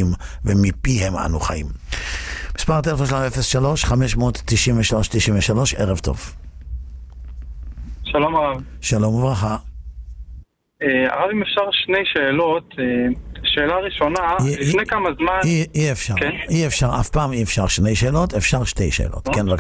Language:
Hebrew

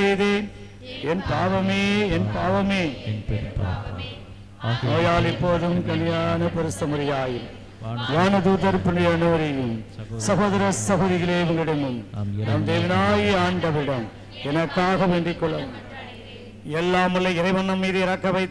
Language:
Tamil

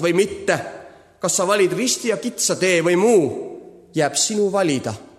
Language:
Estonian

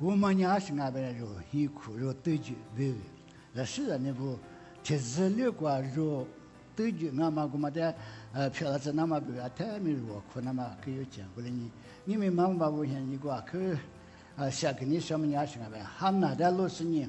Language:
Lisu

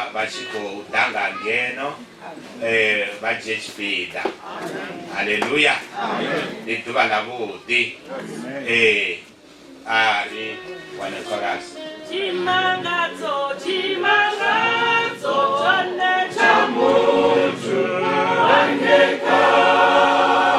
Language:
Venda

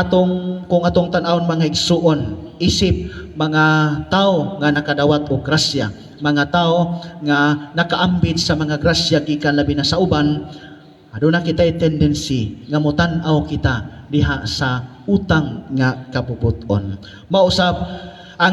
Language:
Cebuano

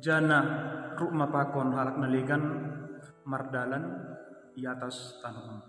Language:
Batak Simalungun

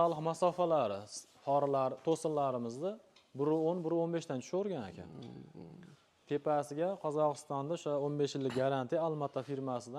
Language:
Uzbek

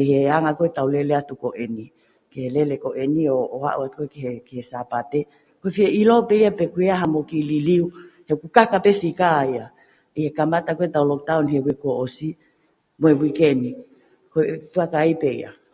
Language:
Tongan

